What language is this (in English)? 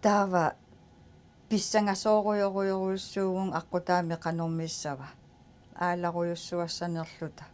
Kalaallisut